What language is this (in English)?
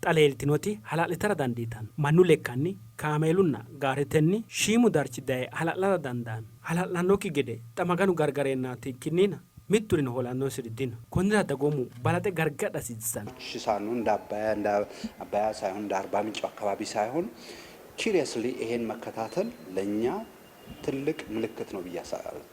Sidamo